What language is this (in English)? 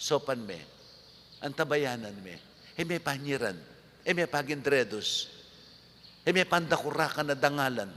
Pampanga